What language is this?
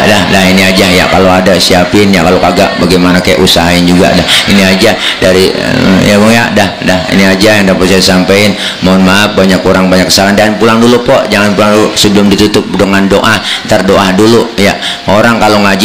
Betawi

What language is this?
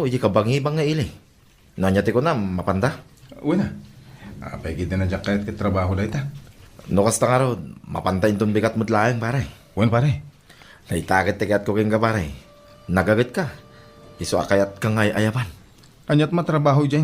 Iloko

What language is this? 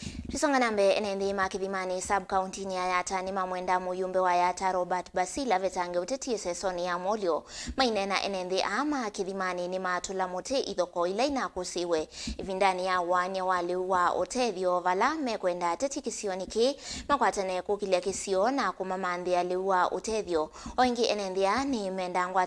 Kamba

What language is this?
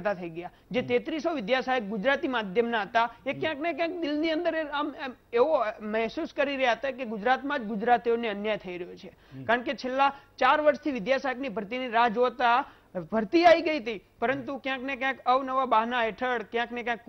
Gujarati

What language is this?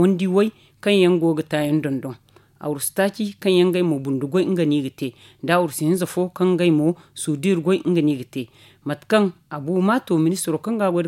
Zarma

